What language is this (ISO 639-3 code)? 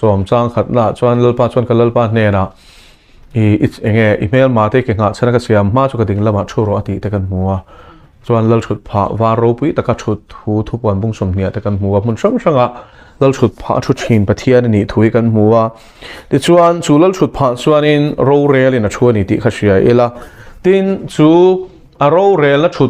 lus